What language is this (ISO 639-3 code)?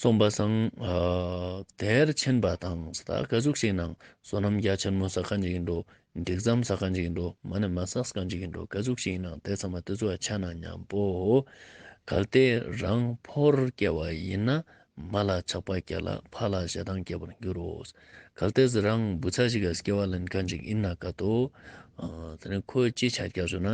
lbj